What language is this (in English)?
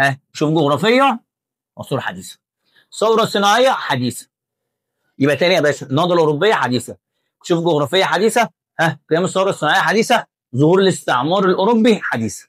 Egyptian Arabic